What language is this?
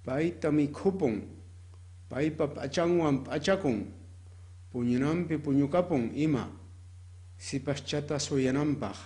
Quechua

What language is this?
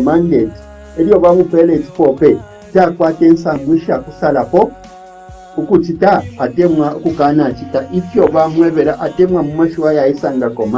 Bemba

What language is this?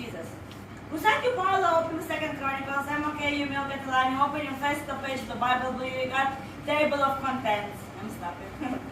Tok Pisin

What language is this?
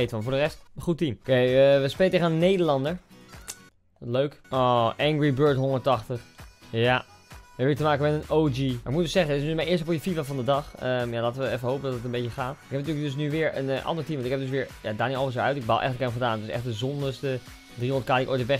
Dutch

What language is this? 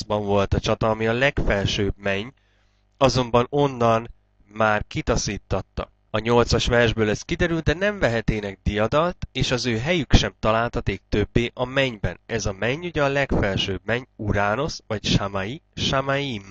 Hungarian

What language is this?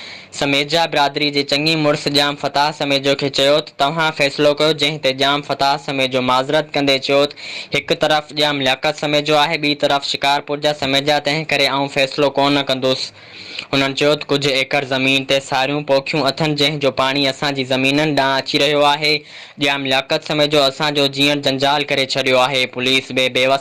Sindhi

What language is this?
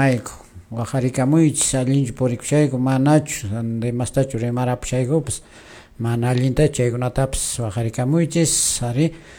Quechua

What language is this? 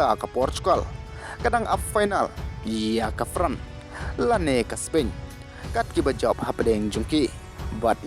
Khasi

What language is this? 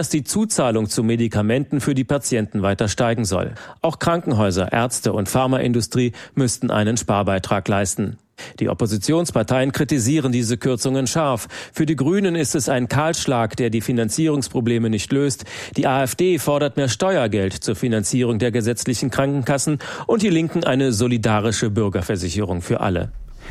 German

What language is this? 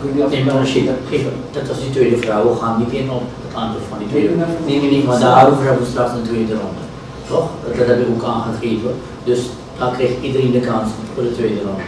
Dutch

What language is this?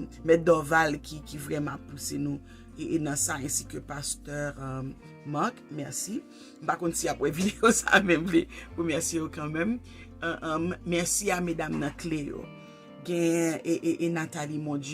Haitian Creole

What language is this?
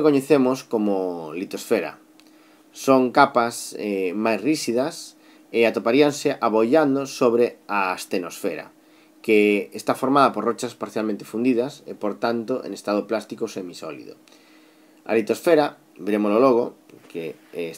Galician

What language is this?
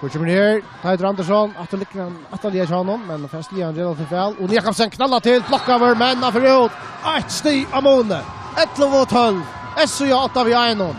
Faroese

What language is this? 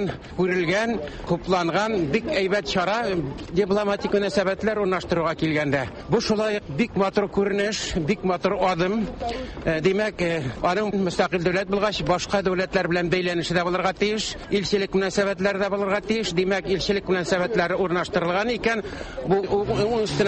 Tatar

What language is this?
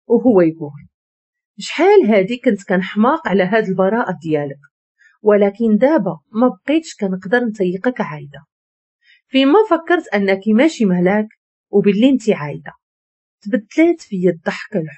Moroccan Arabic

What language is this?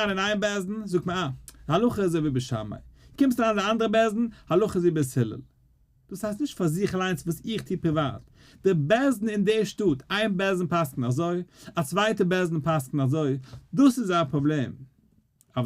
Yiddish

